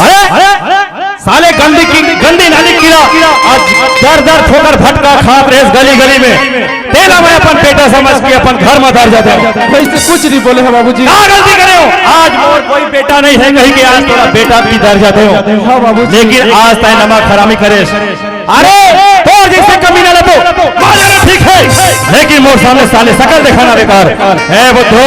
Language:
Chhattisgarhi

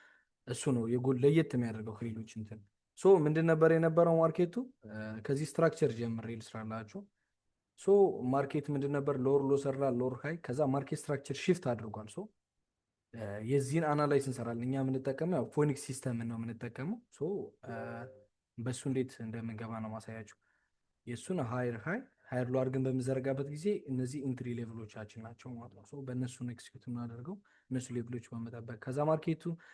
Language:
Amharic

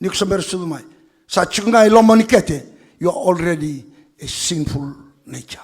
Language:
Fijian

